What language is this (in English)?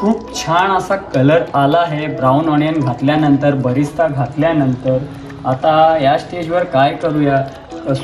Marathi